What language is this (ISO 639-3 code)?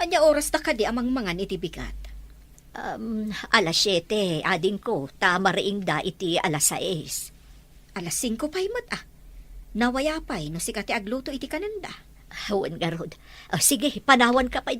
ilo